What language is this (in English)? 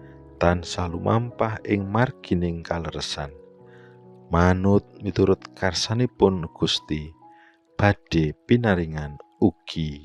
Javanese